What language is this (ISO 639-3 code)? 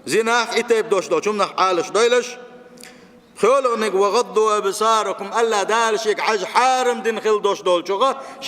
che